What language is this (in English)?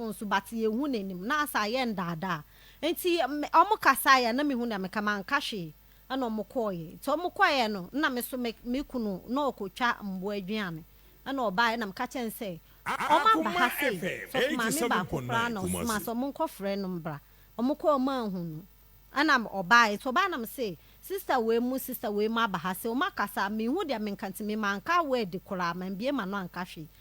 Akan